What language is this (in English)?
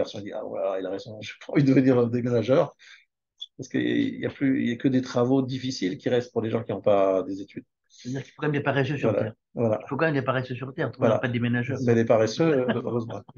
French